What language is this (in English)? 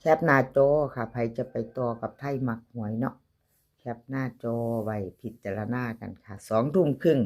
Northeastern Thai